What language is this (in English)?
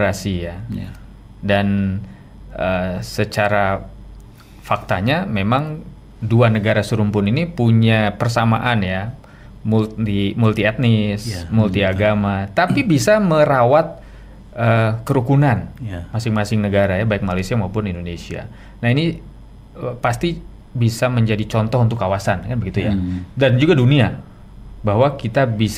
Indonesian